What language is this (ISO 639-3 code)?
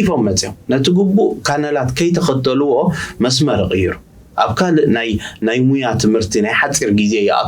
tir